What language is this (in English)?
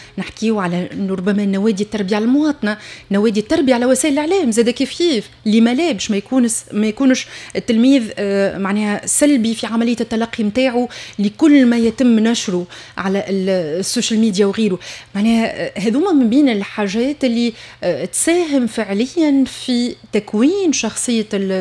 Tunisian Arabic